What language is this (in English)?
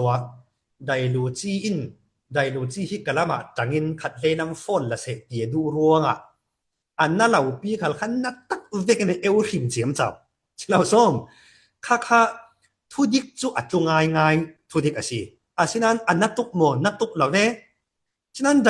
Falam Chin